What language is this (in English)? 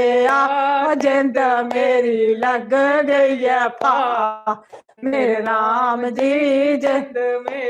Dogri